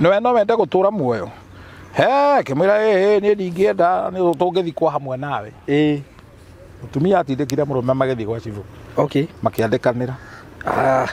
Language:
Kikuyu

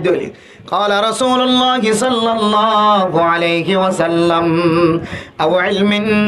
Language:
Rohingya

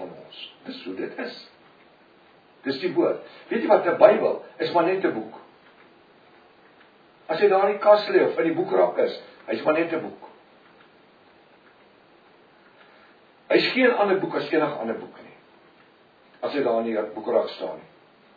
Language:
Afrikaans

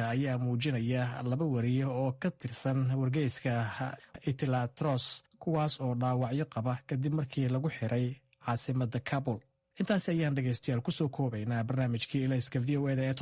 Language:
Somali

